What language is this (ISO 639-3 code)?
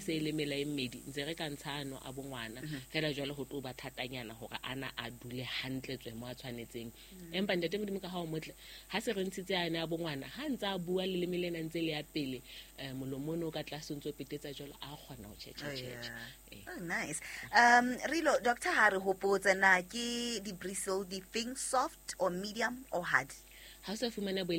sot